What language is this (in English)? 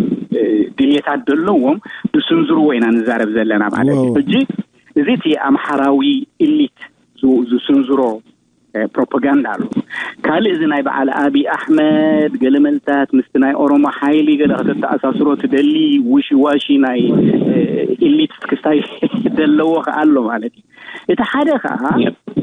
Tigrinya